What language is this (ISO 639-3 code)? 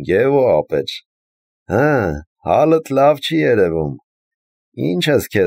hye